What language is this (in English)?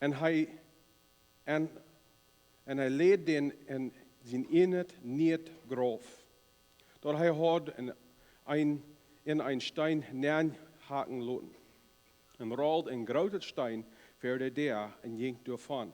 Plautdietsch